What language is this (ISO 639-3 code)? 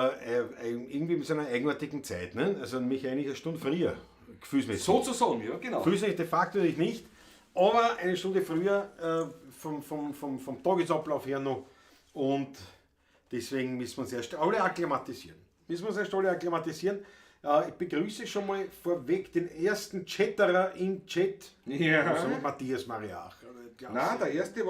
bar